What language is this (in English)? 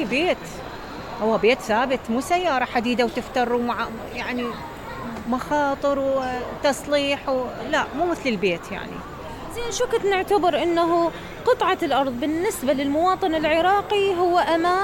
Mesopotamian Arabic